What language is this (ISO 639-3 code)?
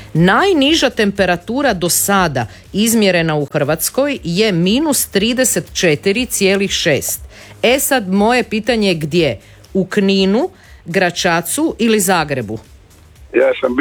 hrv